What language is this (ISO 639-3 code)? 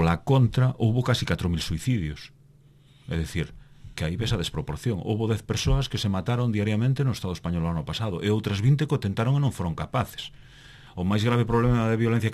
glg